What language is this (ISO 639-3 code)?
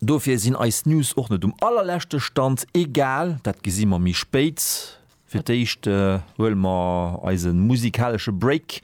ltz